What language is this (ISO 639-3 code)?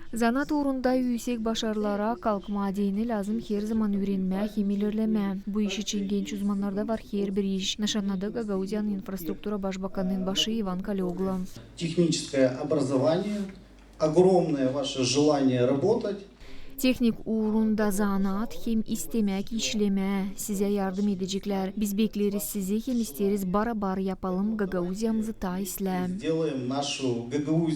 gag